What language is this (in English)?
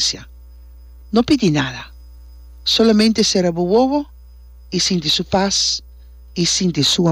Papiamento